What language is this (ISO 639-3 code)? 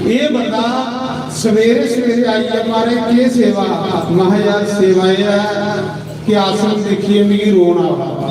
doi